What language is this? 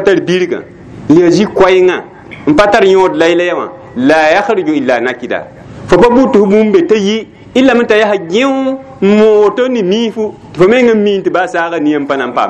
Mossi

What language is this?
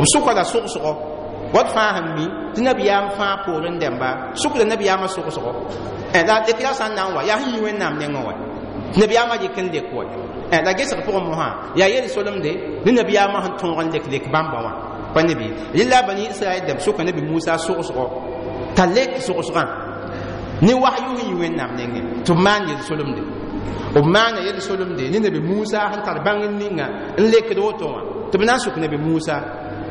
Mossi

